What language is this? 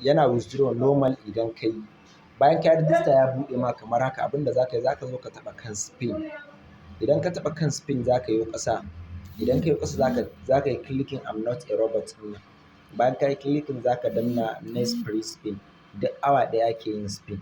Hausa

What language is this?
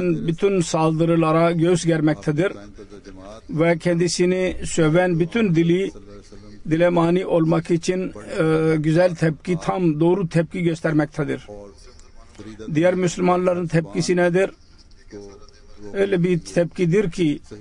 Turkish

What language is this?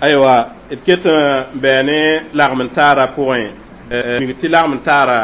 Mossi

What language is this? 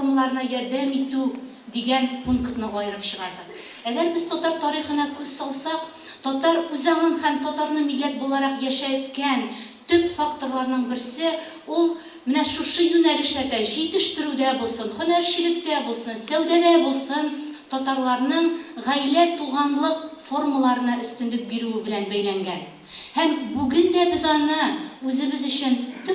Tatar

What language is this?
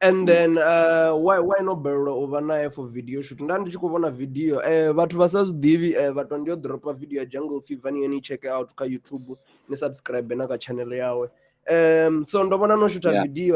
Venda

